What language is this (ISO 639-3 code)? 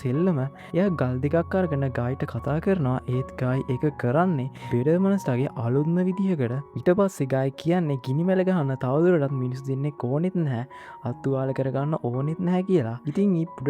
sin